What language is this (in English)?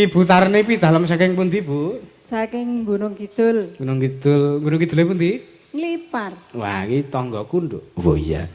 Javanese